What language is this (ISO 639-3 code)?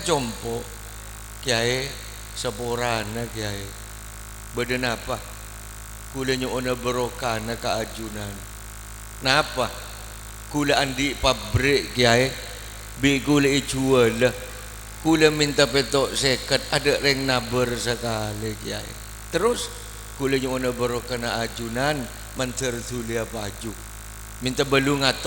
mad